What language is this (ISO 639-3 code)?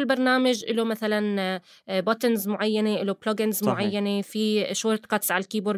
apc